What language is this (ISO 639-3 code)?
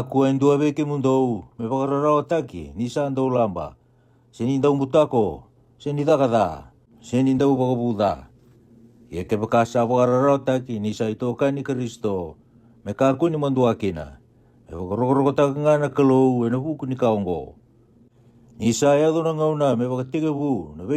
fij